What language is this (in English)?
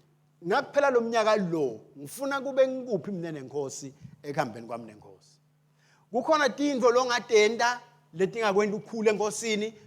Swati